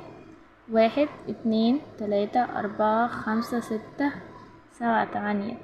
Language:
Egyptian Arabic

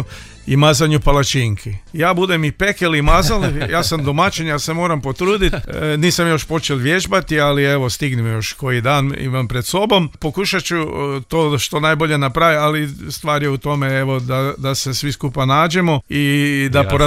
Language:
Croatian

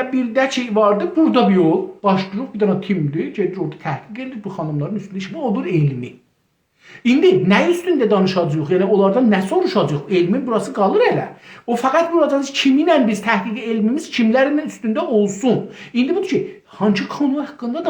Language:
South Azerbaijani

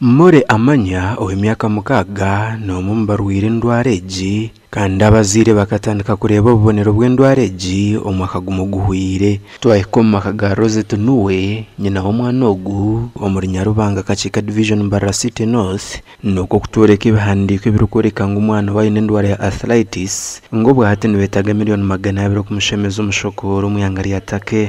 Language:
Nyankole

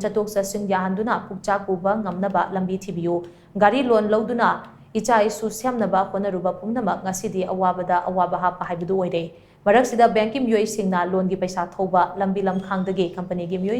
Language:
Manipuri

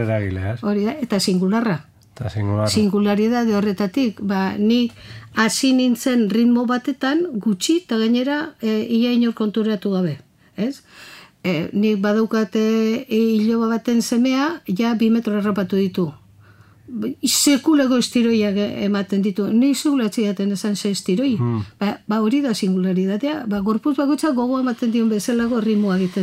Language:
Basque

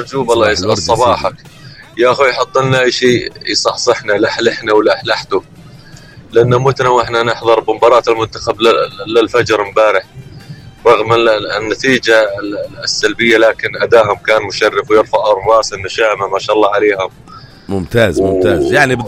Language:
North Levantine Arabic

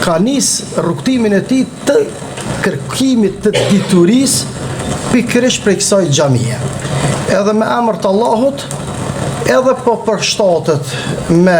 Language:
Albanian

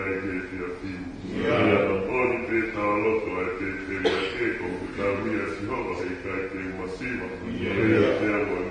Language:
Tongan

